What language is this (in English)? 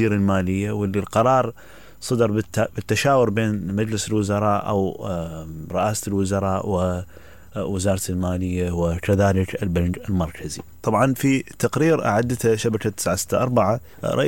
Mesopotamian Arabic